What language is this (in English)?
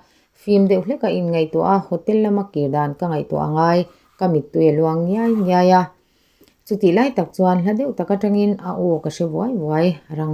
Mizo